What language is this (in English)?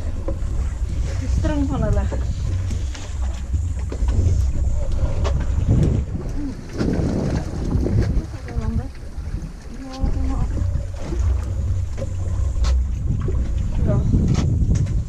Afrikaans